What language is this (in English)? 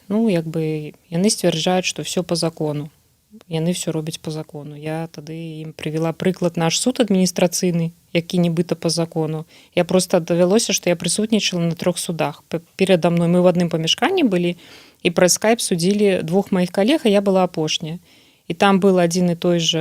Belarusian